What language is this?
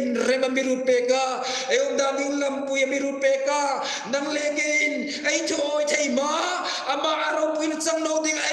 Hmar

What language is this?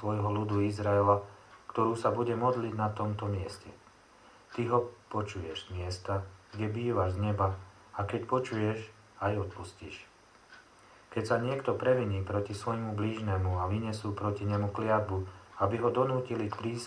Slovak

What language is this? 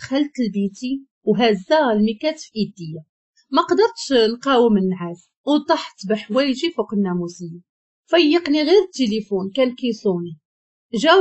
Moroccan Arabic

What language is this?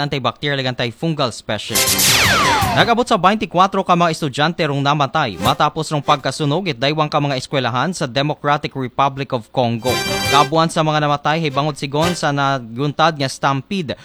Aklanon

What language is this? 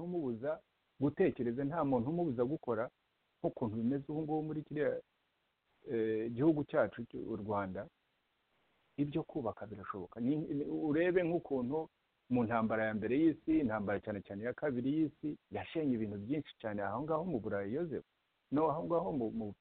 Kinyarwanda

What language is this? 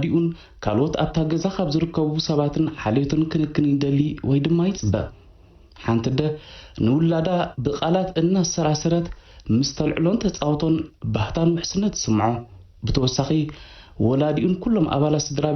Tigrinya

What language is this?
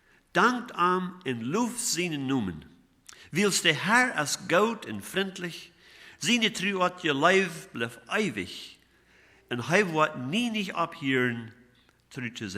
Plautdietsch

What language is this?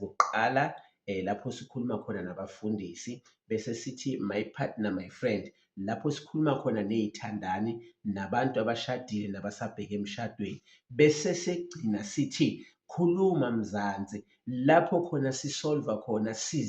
Zulu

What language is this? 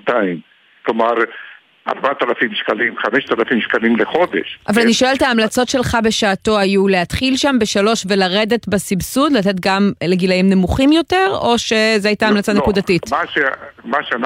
Hebrew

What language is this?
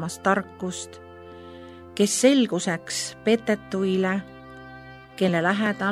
Estonian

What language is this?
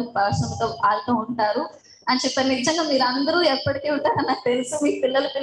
Telugu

